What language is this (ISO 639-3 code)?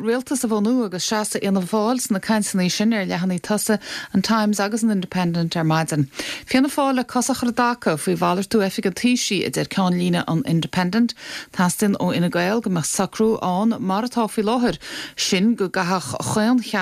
gle